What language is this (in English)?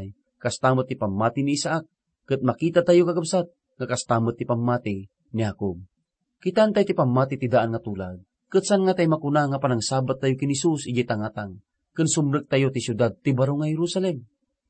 Iloko